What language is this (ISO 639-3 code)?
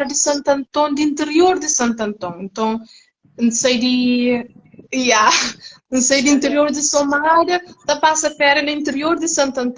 kea